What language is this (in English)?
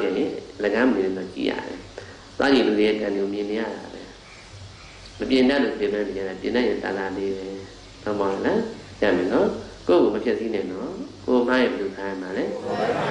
Burmese